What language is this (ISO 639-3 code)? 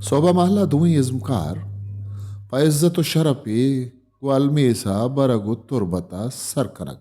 bal